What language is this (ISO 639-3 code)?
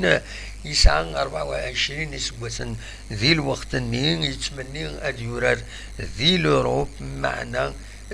kab